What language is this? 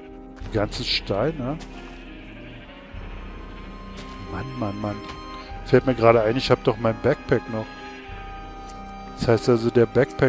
German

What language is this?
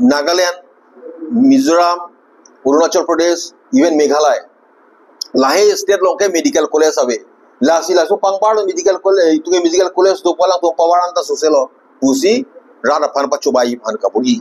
Karbi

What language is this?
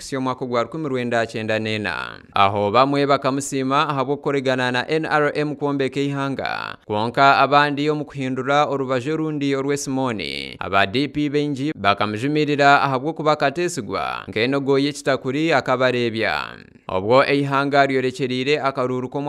Nyankole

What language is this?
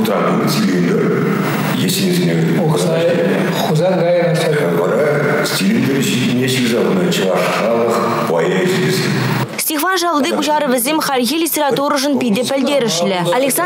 Chuvash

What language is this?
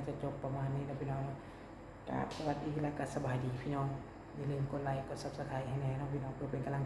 Lao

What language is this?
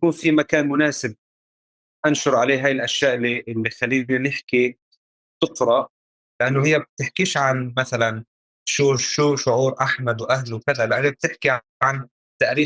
North Levantine Arabic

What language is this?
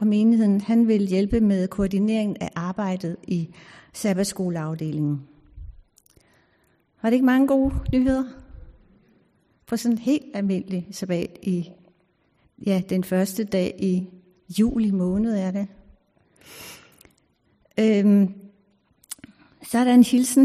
Danish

